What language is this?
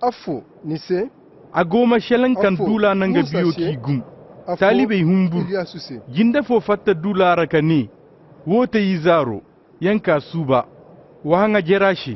Koyraboro Senni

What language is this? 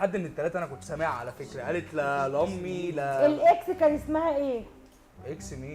Egyptian Arabic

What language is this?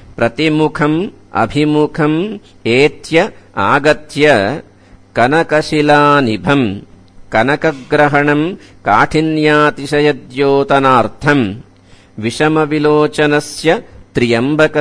Sanskrit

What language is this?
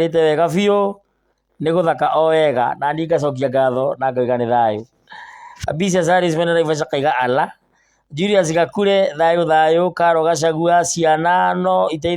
Kikuyu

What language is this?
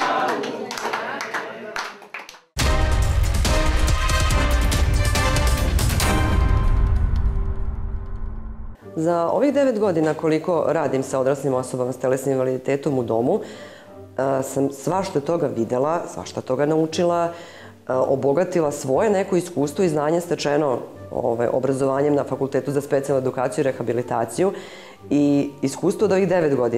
Serbian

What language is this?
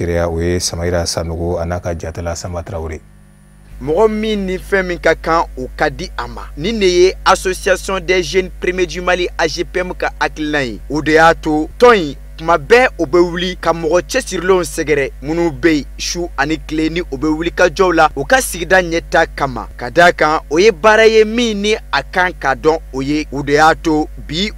Bambara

